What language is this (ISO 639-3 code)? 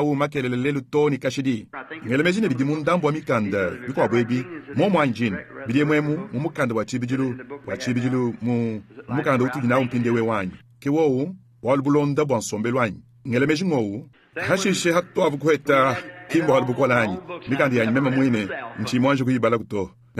lua